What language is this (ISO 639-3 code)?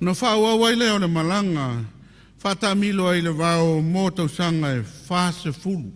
smo